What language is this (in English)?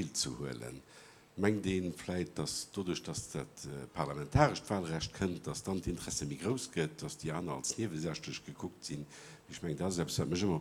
Luxembourgish